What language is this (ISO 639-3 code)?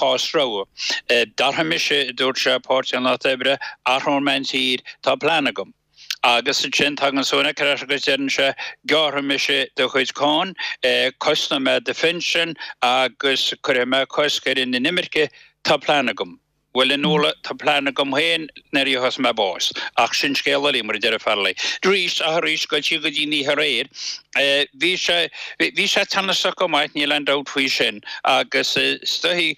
gle